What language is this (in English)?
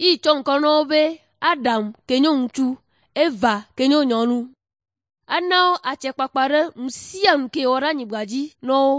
Ewe